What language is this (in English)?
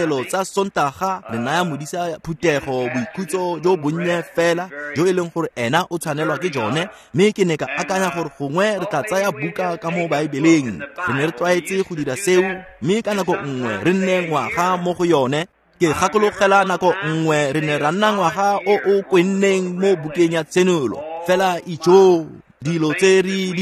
Tswana